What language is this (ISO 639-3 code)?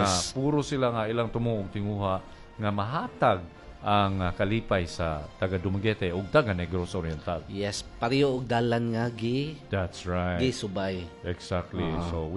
ceb